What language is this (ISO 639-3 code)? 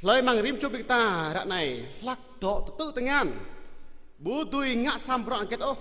jra